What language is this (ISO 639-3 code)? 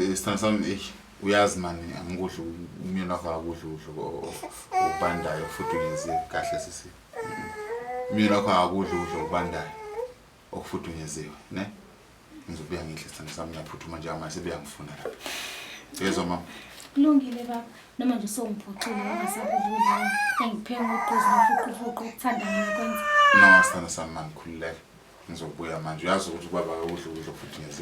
zul